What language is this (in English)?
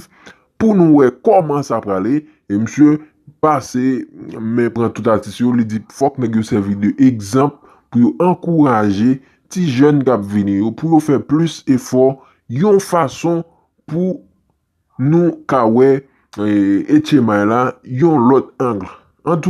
Haitian Creole